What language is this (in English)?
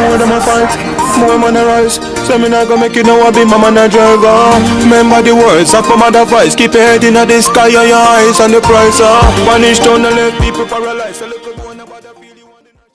Jamaican Creole English